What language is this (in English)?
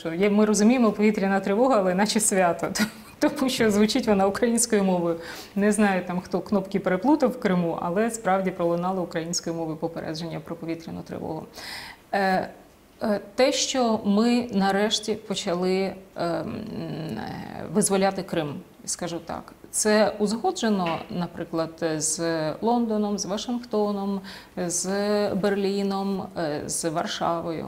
Ukrainian